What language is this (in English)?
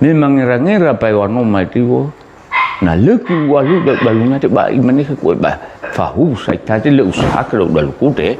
Nias